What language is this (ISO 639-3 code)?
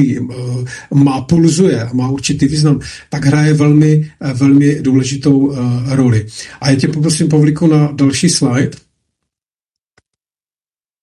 ces